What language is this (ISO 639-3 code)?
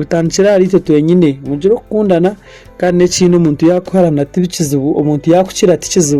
nyn